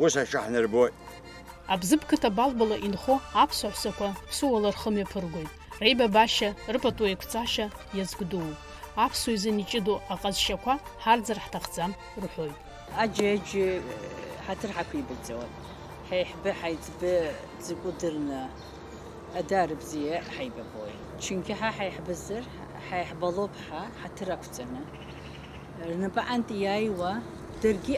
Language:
Abkhazian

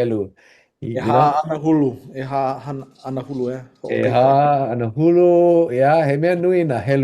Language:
Hawaiian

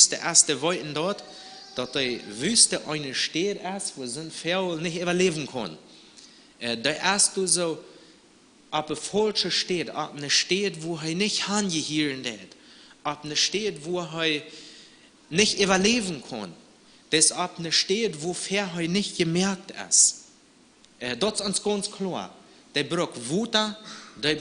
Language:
Plautdietsch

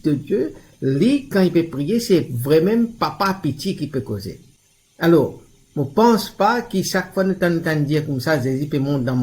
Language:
Morisyen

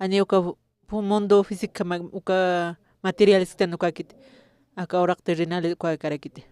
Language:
Aymara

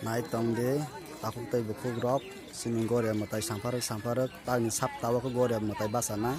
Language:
Kok Borok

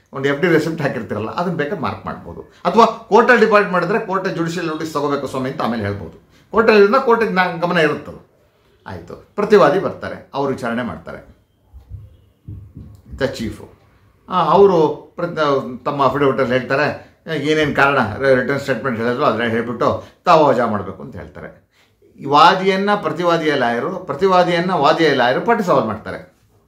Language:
Kannada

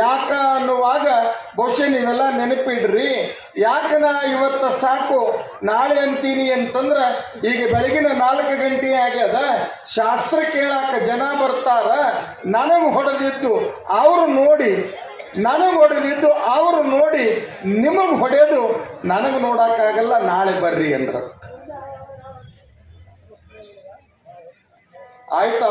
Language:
Kannada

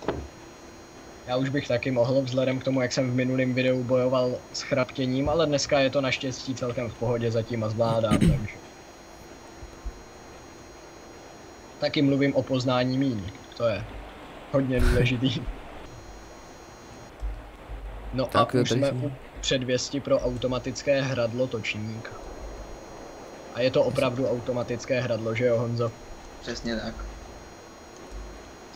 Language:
Czech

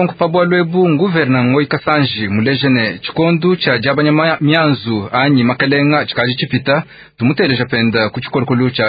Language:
Luba-Lulua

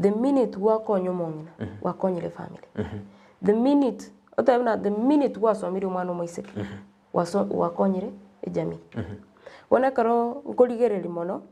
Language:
Gusii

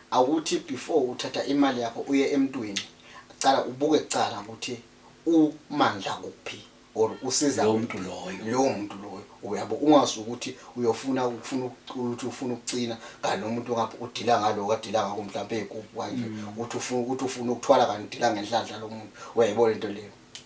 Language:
Zulu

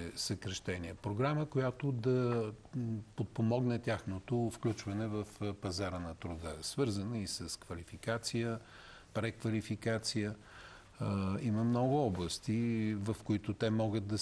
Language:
Bulgarian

